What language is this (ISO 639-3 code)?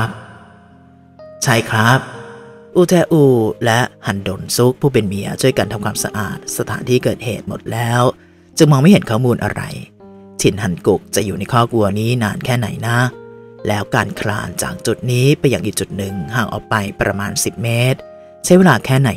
tha